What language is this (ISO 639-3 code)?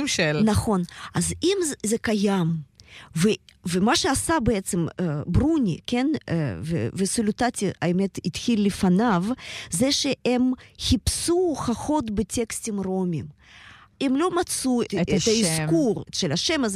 heb